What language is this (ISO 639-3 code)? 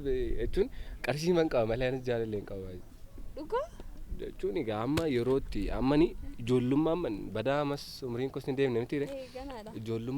orm